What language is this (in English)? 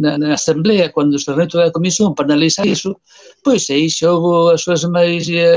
Galician